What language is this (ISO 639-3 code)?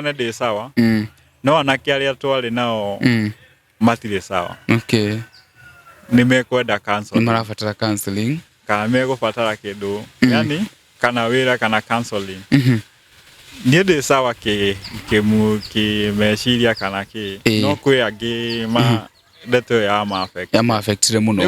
kik